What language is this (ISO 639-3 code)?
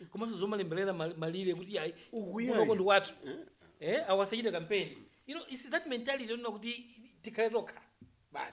nya